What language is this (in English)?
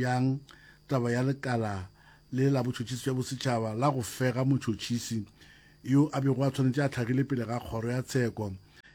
Northern Sotho